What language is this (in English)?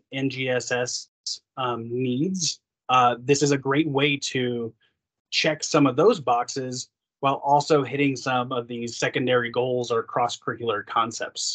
English